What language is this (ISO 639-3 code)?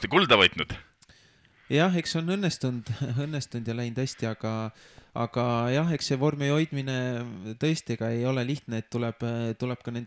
est